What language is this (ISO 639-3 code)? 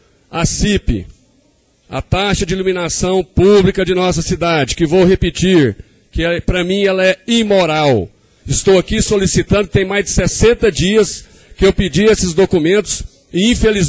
por